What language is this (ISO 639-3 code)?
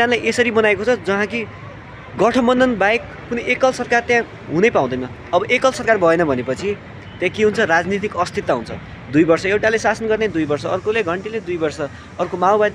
nep